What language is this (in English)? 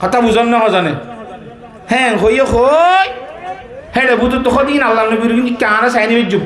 Rohingya